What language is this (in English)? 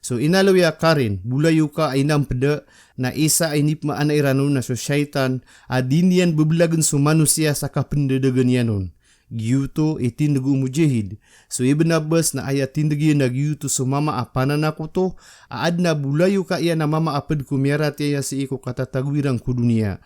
Maranao